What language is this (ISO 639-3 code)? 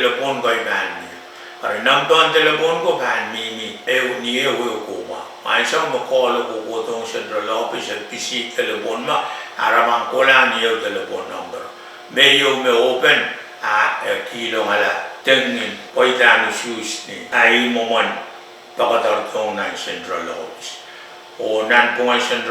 pon